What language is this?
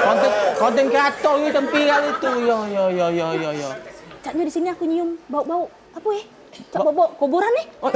Musi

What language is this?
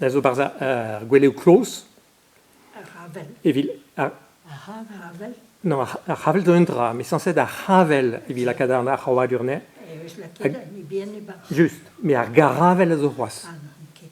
Breton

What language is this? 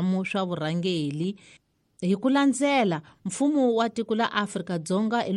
Tsonga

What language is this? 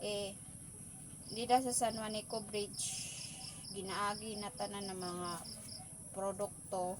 Waray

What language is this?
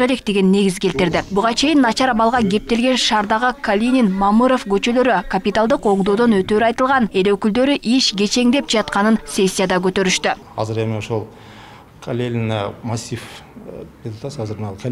Kyrgyz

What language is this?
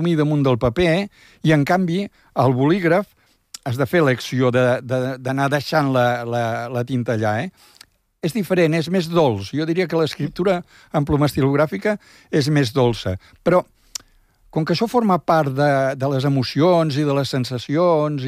Catalan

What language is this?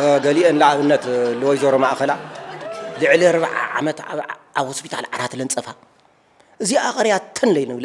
Tigrinya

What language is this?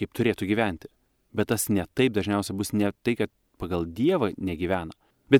Lithuanian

